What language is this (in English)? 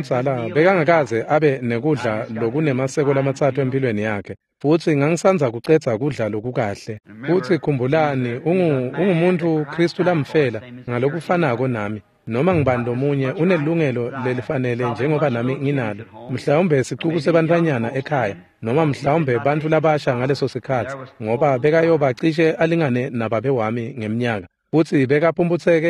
Swati